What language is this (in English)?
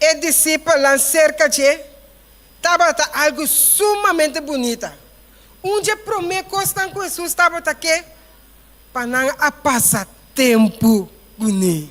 Papiamento